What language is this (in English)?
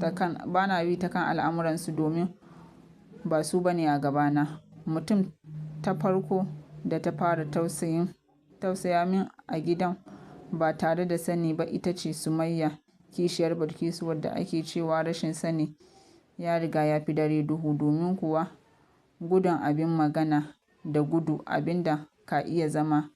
Hausa